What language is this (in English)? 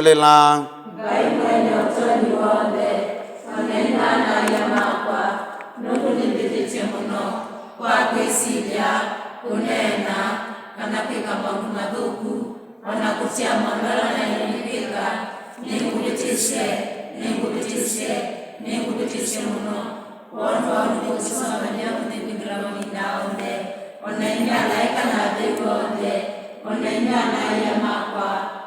Kamba